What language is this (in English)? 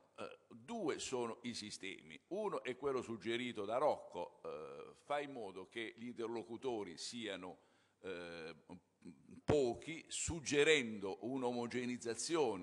Italian